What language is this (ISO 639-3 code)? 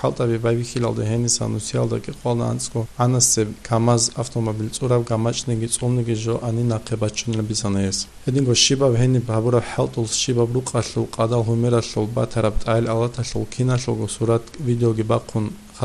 ava